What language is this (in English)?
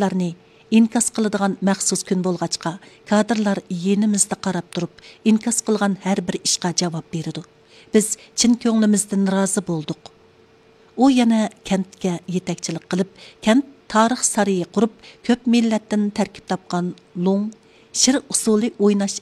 Uyghur